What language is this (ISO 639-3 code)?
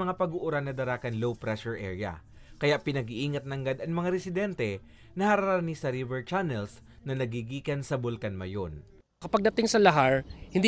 bik